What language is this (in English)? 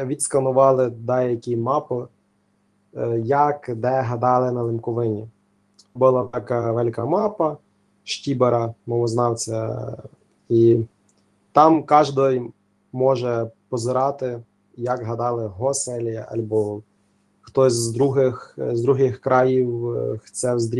Rusyn